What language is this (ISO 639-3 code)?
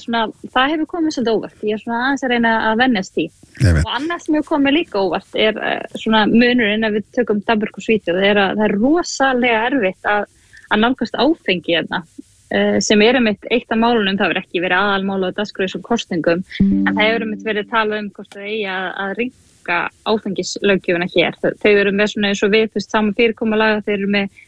isl